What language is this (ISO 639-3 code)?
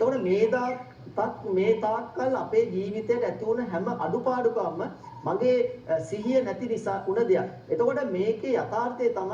sin